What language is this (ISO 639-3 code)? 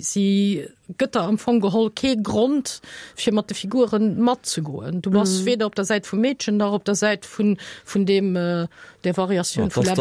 ltz